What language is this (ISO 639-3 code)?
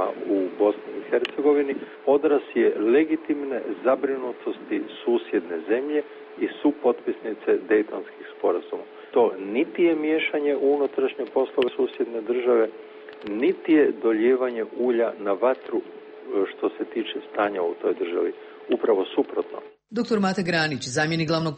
srp